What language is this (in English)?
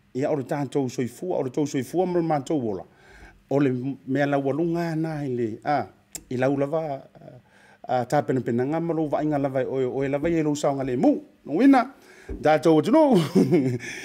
Samoan